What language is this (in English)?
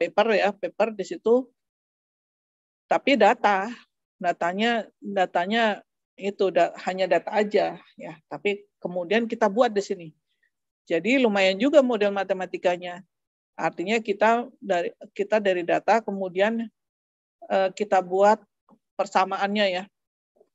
Indonesian